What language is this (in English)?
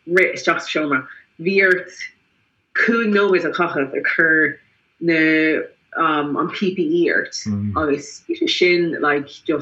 Irish